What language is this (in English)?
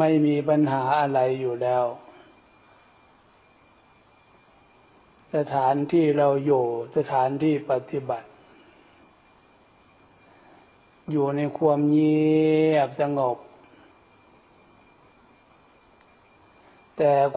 Thai